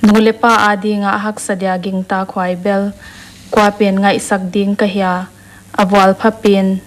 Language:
Paite Chin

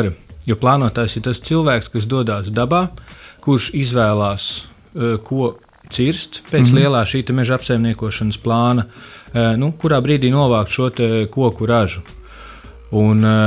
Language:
Latvian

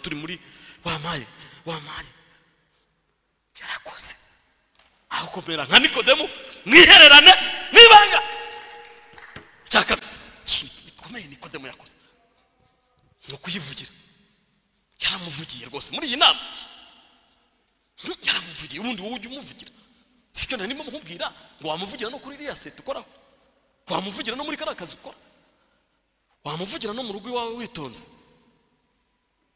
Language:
Kinyarwanda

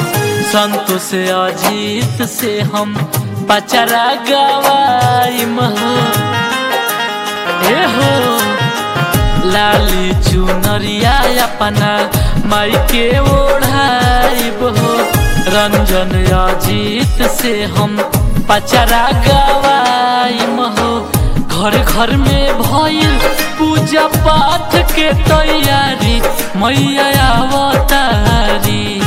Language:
Bhojpuri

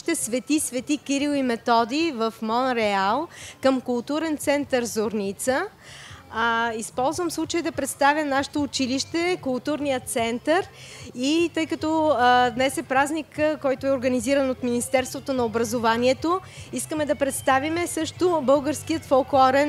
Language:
Bulgarian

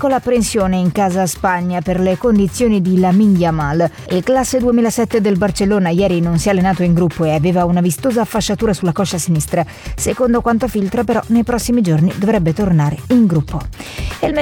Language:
Italian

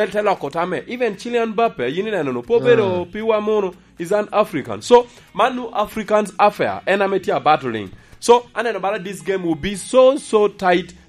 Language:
Lango (Uganda)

